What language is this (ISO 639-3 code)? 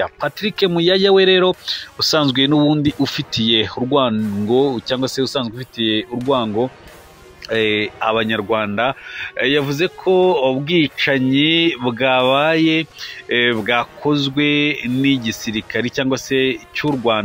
kin